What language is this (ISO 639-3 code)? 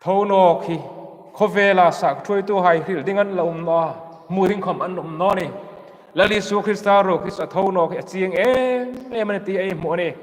hmr